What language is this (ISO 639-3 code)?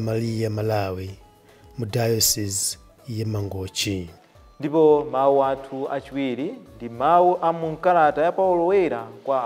nya